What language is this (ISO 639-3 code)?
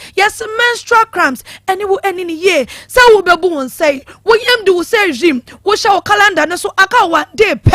aka